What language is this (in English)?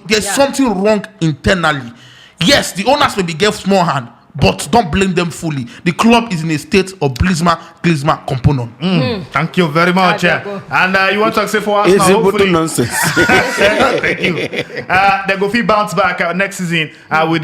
Nigerian Pidgin